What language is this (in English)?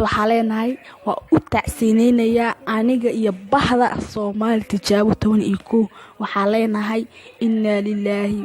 Somali